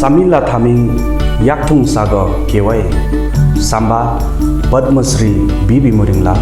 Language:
Limbu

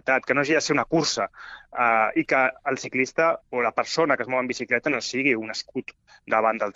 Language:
Catalan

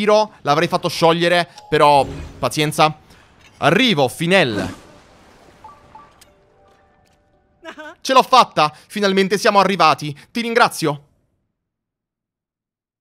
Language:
Italian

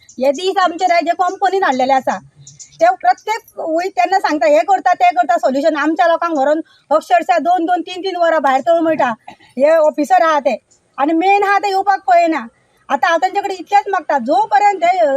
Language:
Konkani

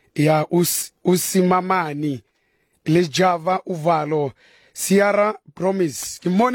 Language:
Southern Sotho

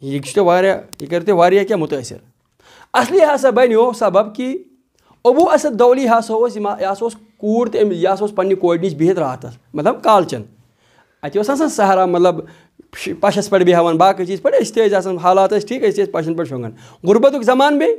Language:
Kashmiri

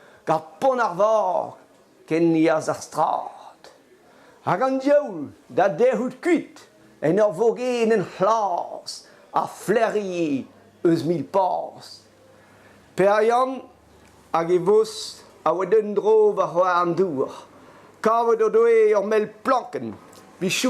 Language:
Breton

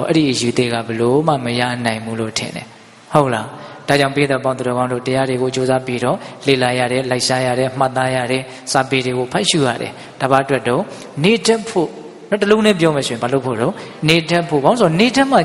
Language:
Burmese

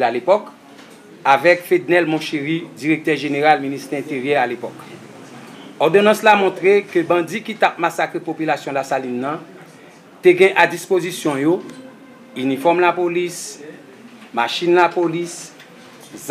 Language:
Haitian Creole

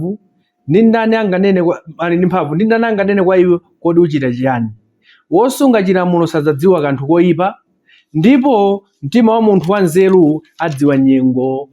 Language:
Nyanja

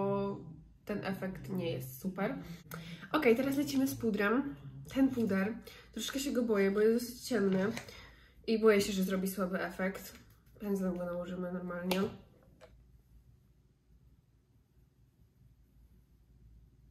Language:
Polish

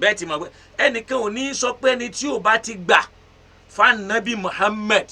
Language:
Yoruba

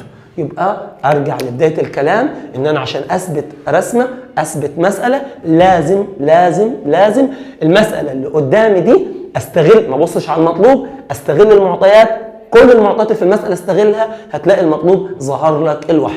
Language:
Egyptian Arabic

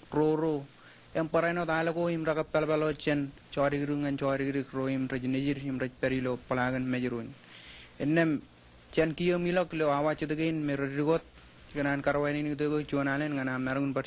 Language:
Marshallese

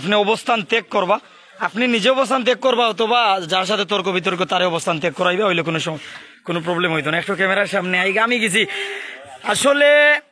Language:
Sylheti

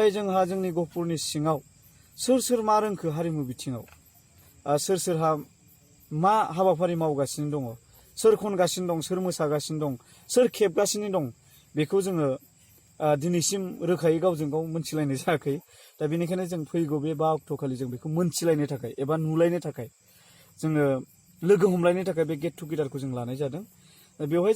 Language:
Bodo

